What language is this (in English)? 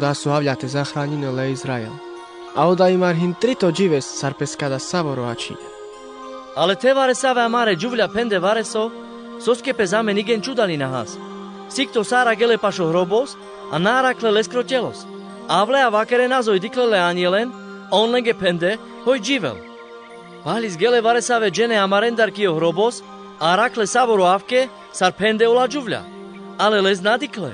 Carpathian Romani